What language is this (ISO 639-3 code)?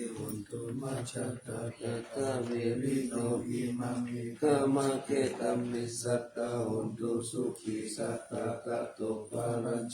pli